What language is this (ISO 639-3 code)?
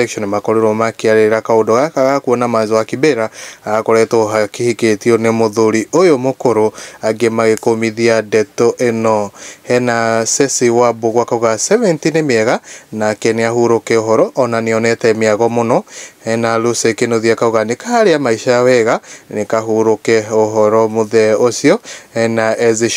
kik